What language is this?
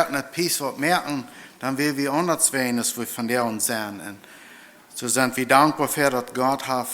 Plautdietsch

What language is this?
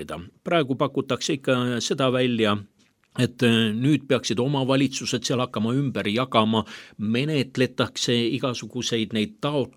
Estonian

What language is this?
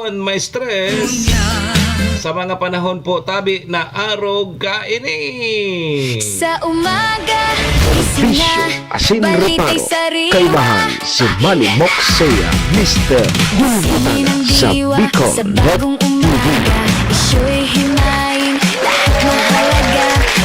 Bikol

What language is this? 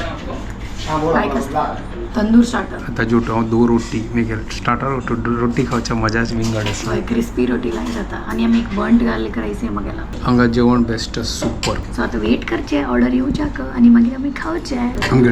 Konkani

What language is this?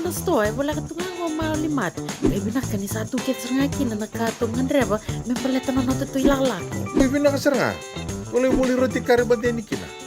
Fijian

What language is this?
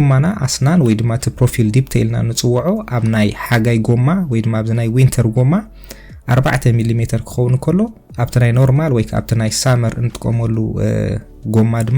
Tigrinya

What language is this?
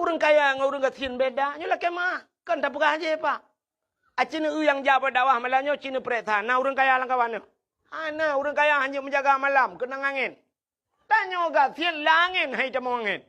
Achinese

